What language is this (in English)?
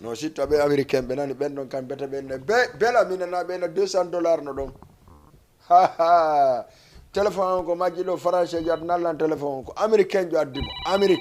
Fula